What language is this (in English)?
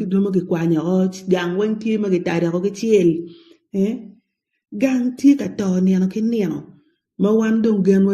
Acoli